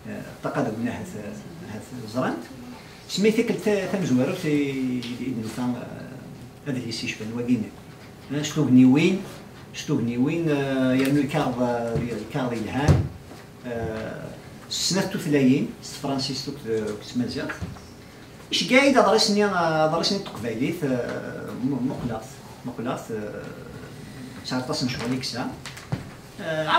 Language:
Kabyle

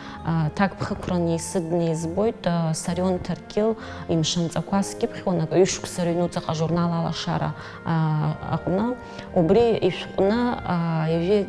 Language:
Abkhazian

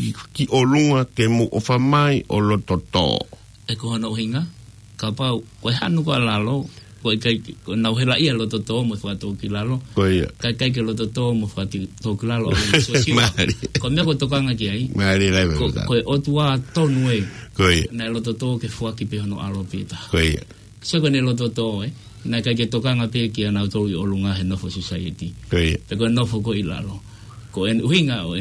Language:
Tongan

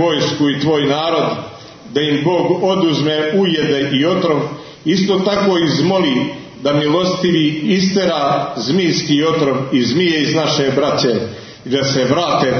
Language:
Serbian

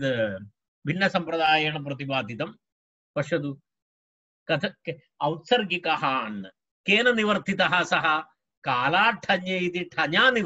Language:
Sanskrit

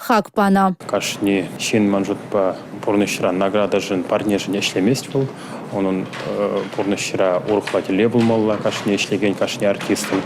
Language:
Chuvash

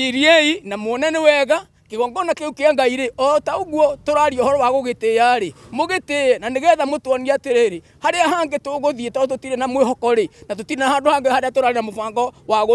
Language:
Kikuyu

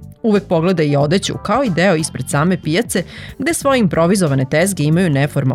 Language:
Serbian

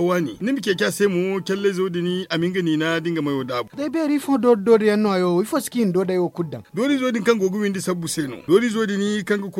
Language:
Zarma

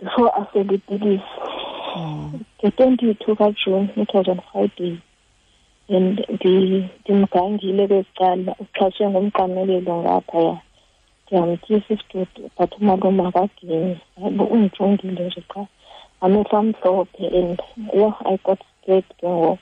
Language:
Xhosa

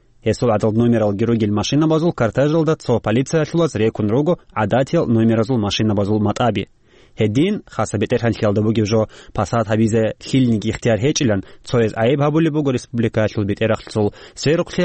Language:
Avaric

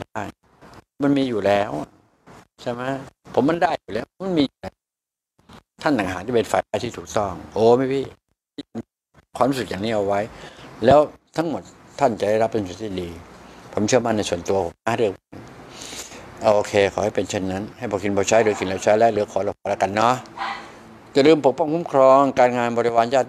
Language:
Thai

